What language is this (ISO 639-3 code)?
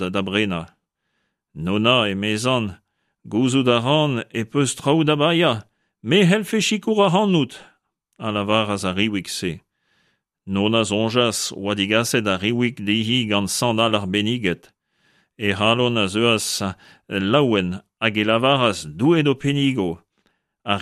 bre